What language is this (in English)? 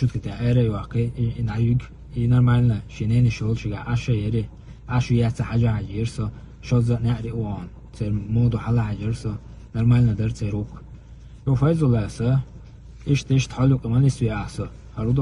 Chechen